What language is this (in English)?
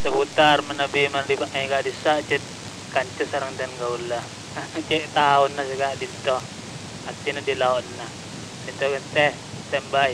Madurese